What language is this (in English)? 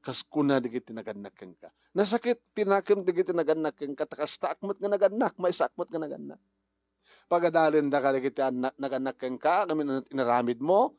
Iloko